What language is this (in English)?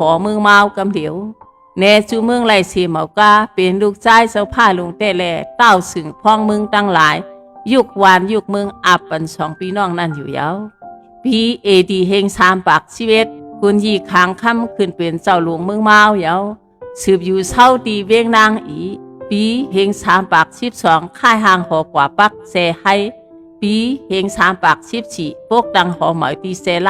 Shan